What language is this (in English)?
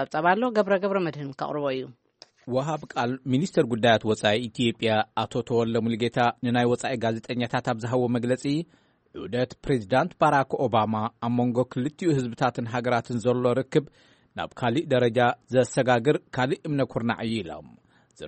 Tigrinya